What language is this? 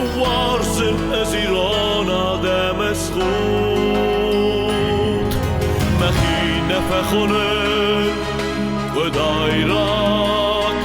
Ossetic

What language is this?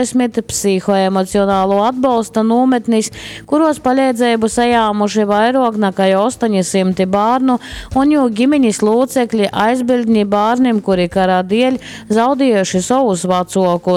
Latgalian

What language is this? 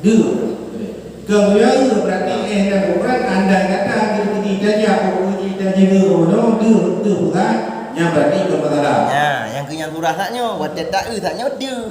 Achinese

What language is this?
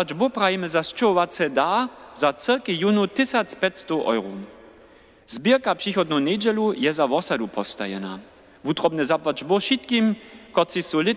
Upper Sorbian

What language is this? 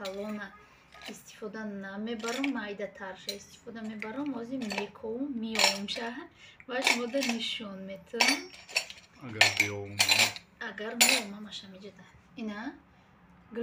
Tajik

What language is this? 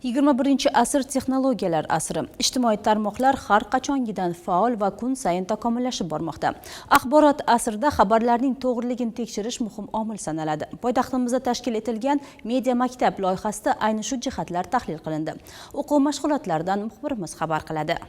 Uzbek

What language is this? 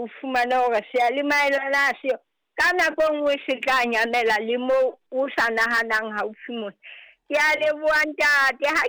Southern Sotho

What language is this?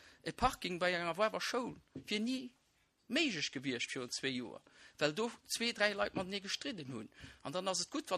Luxembourgish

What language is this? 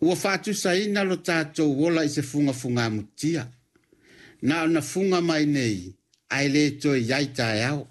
Samoan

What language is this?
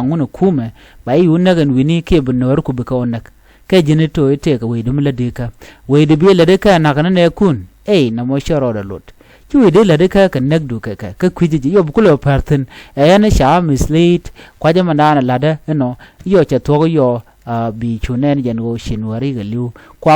Nuer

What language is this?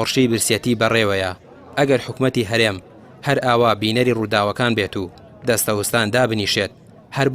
Central Kurdish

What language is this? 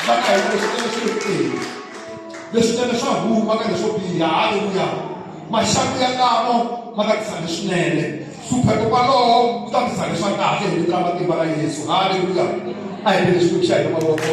Tsonga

